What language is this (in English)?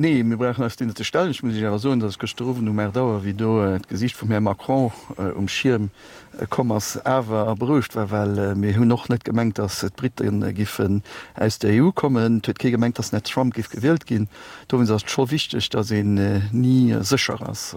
Luxembourgish